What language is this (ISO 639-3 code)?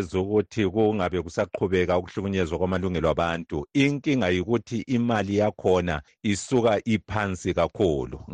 nde